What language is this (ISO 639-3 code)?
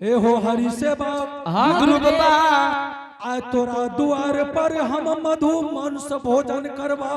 anp